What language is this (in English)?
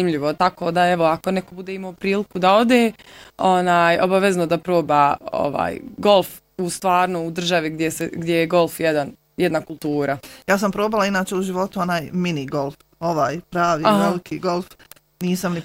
Bosnian